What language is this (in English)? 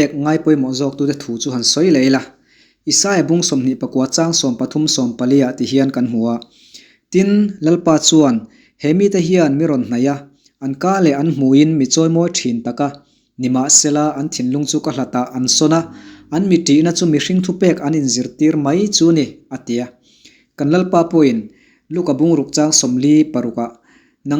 Mizo